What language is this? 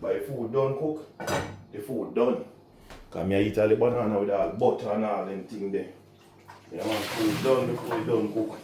Jamaican Creole English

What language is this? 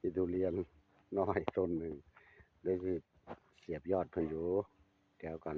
Northeastern Thai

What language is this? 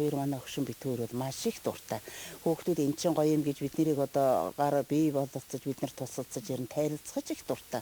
Mongolian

